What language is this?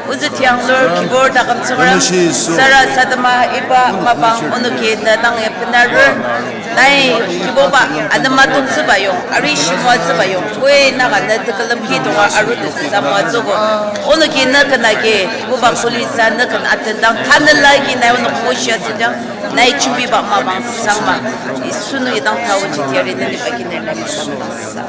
Ao Naga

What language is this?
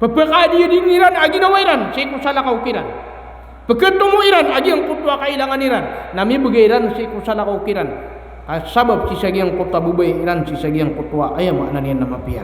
Maranao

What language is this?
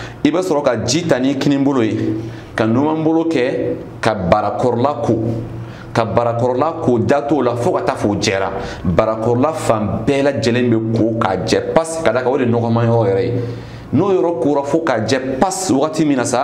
Bambara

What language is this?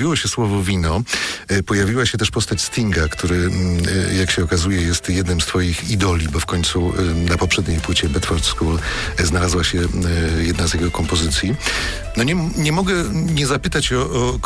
Polish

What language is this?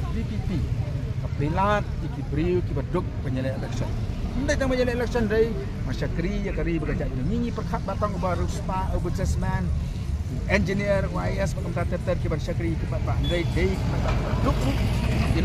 Khasi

